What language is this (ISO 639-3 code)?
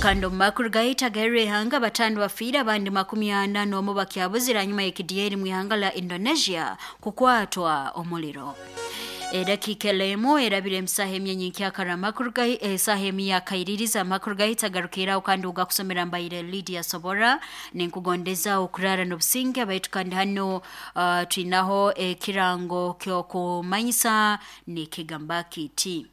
nyo